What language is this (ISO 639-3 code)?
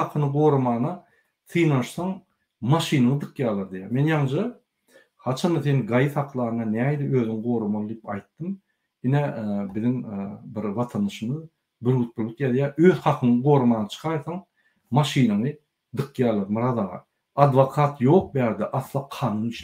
tuk